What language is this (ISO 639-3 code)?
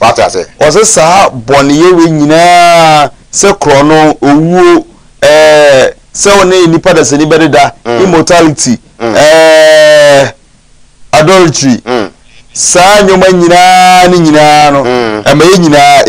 aka